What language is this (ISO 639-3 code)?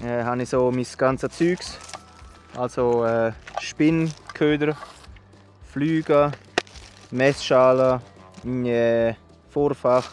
gsw